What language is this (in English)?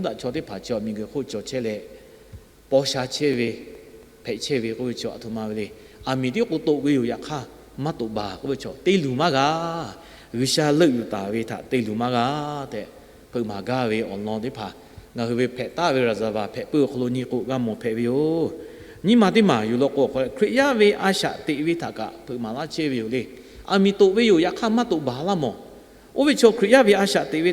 Lahu